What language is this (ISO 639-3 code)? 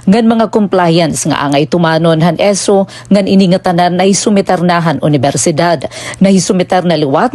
war